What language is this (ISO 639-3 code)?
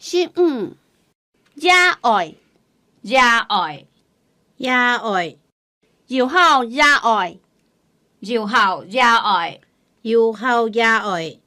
hak